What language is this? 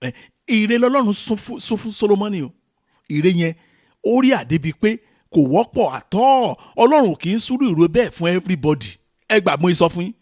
Yoruba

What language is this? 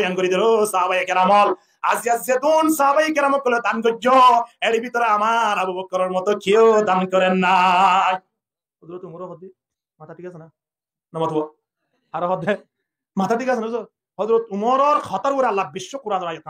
Rohingya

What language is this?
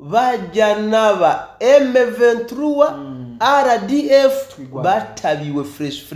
Rundi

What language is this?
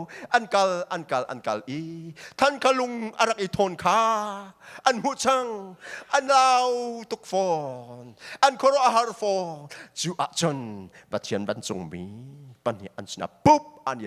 Hakha Chin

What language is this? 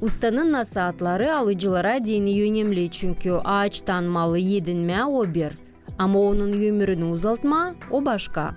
Gagauz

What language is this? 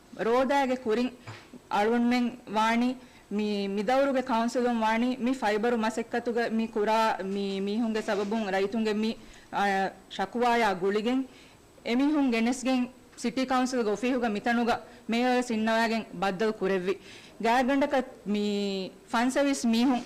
Divehi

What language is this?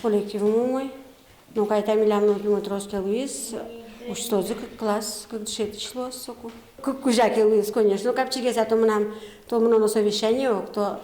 Udmurt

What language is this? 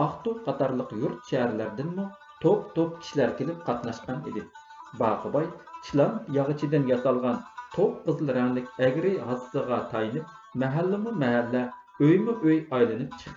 Uyghur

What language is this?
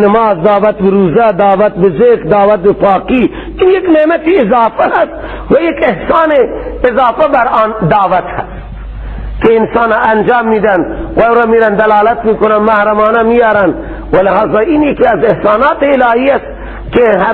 Persian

